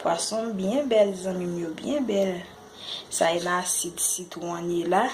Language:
Haitian Creole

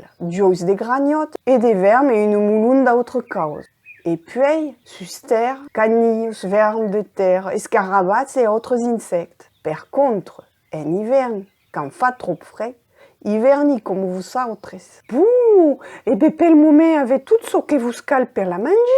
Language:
Occitan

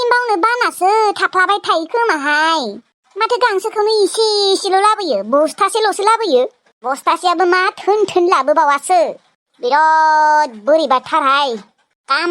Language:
Bodo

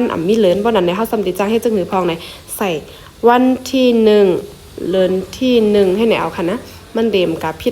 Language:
Shan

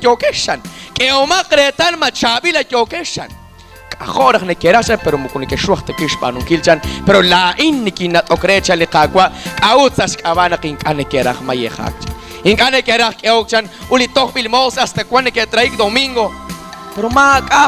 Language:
Kekchí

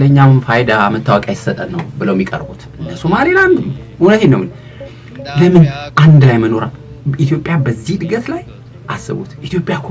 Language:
Amharic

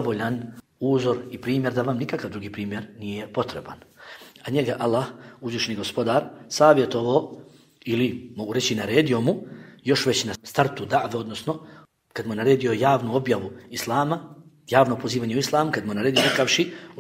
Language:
Bosnian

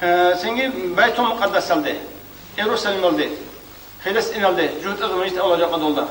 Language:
Avaric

